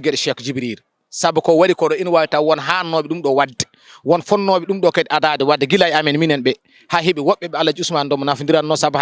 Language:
Fula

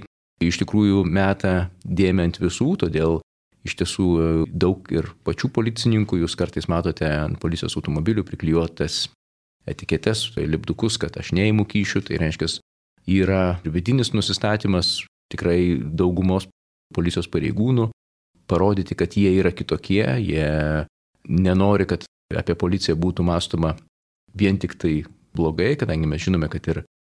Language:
Lithuanian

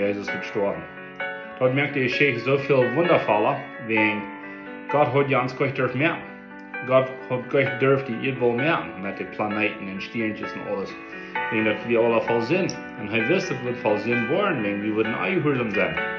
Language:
Plautdietsch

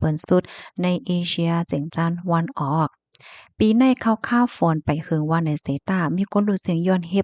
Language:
Shan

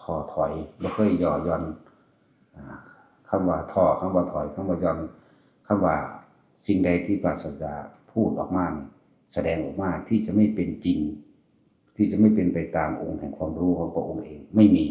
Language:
Northeastern Thai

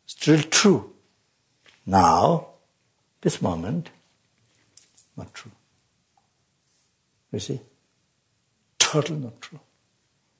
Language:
English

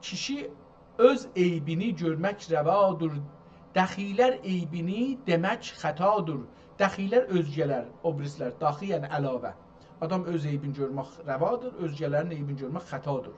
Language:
South Azerbaijani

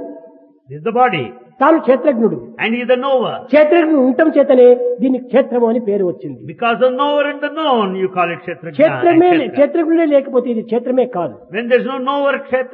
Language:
Telugu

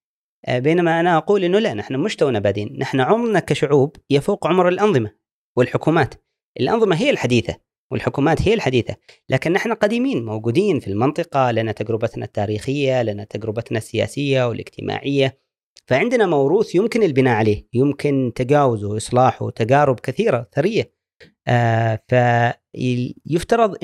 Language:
Gulf Arabic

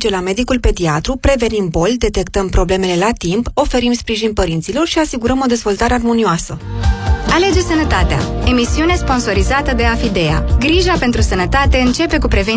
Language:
Romanian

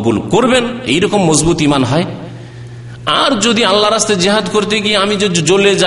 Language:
Bangla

